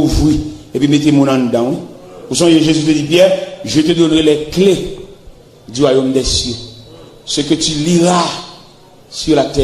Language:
Haitian Creole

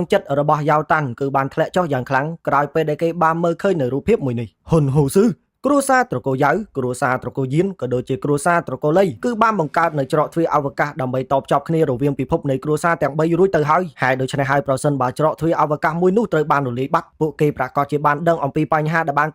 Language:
Khmer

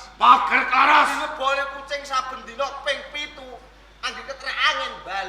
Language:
Javanese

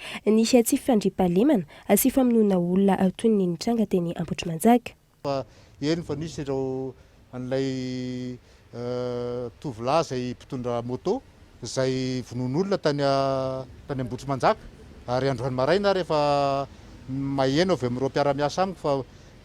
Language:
Malagasy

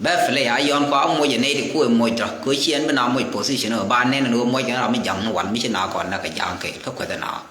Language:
Nuer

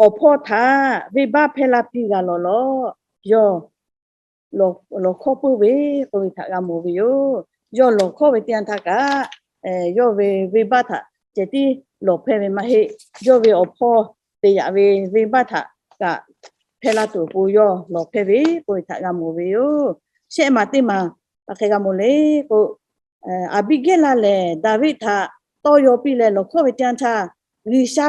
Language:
Lahu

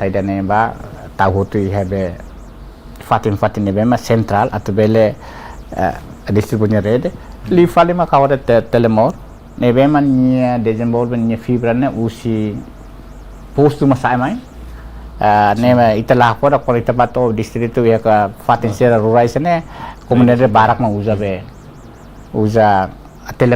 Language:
Tetum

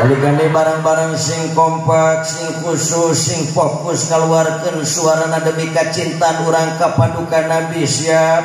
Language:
Sundanese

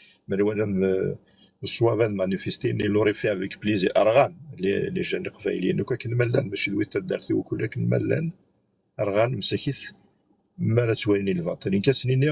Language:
Kabyle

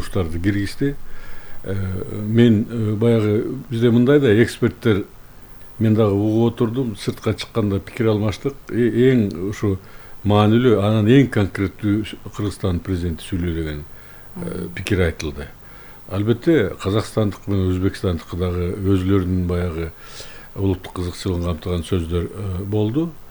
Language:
Kyrgyz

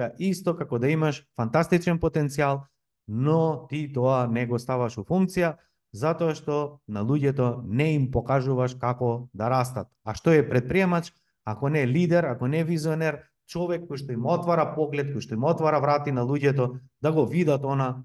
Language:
Macedonian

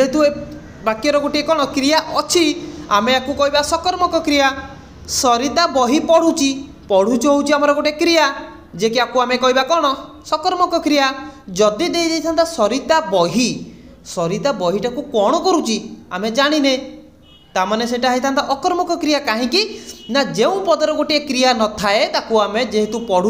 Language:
Odia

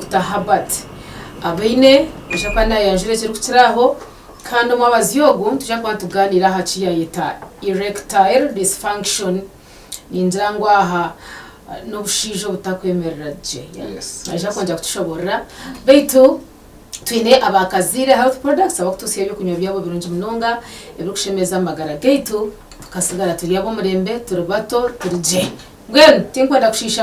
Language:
Nyankole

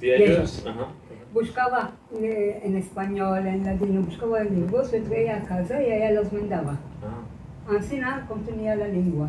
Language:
Ladino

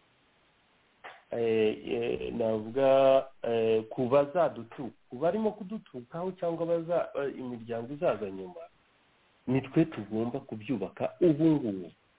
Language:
Kinyarwanda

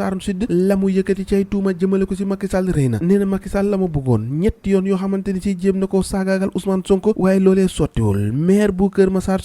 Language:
Wolof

